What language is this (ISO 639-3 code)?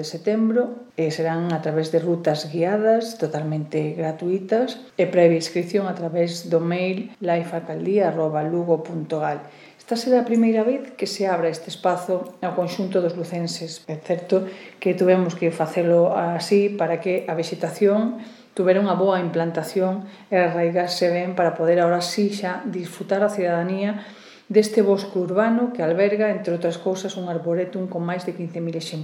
glg